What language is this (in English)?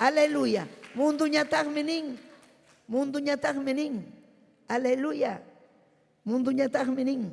Ayacucho Quechua